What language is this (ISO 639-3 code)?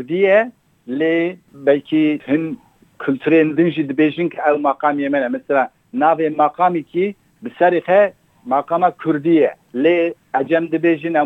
kur